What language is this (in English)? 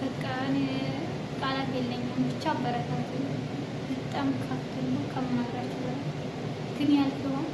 Amharic